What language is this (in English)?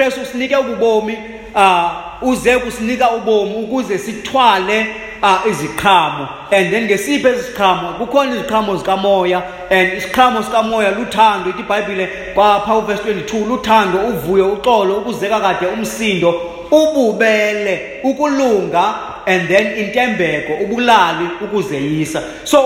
Xhosa